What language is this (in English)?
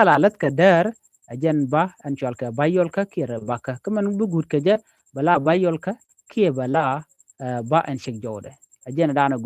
Nuer